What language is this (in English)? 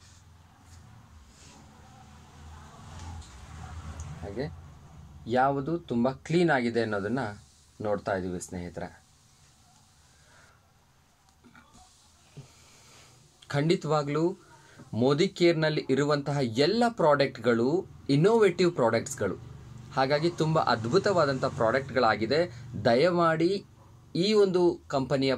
Kannada